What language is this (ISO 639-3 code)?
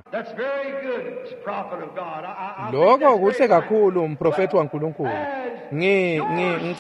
ssw